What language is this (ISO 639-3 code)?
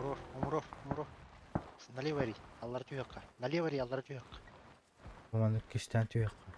sah